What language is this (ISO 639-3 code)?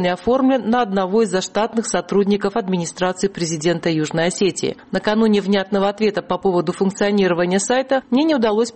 rus